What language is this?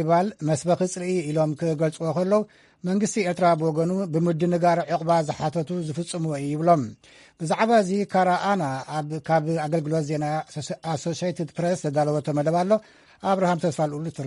Tigrinya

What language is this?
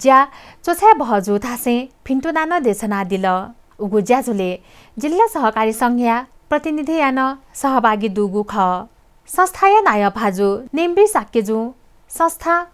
Newari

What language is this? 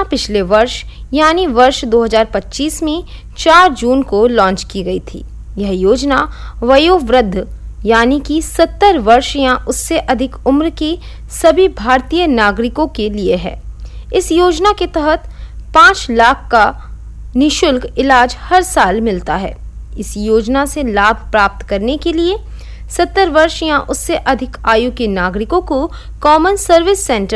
Hindi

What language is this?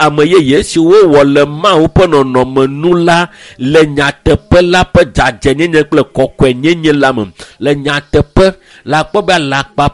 Ewe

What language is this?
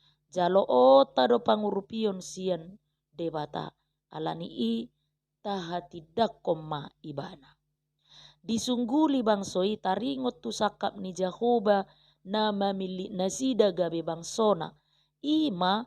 Batak Toba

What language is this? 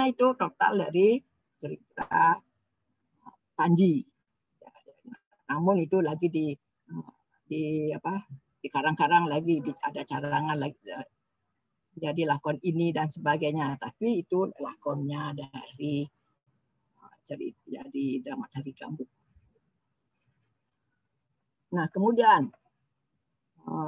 Indonesian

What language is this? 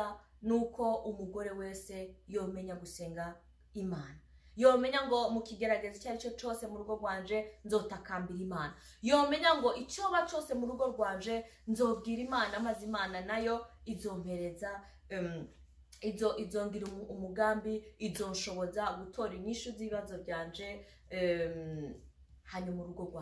Rundi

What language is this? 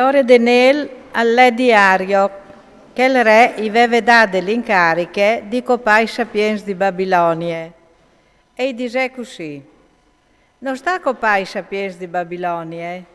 Friulian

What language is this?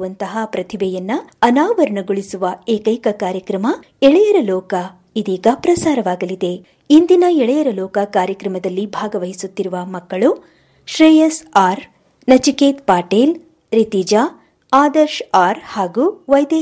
Kannada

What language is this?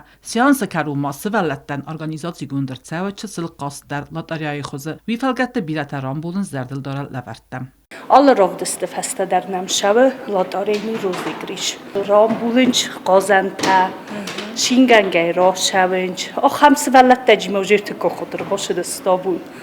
Ossetic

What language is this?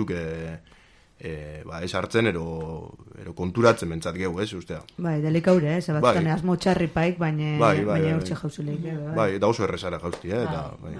Basque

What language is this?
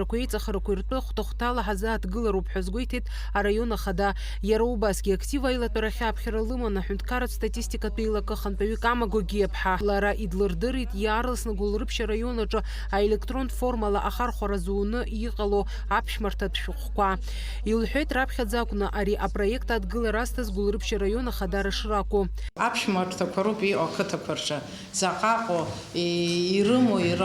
Abkhazian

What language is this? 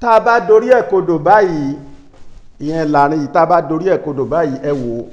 Yoruba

